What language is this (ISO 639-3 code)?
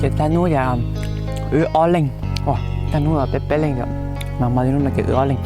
hmn